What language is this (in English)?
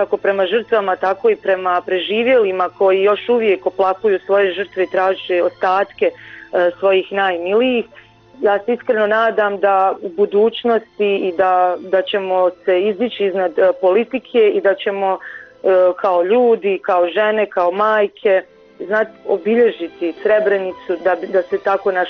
Bosnian